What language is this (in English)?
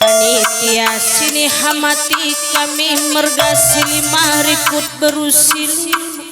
Batak Karo